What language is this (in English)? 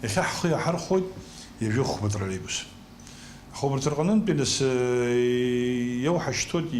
Abkhazian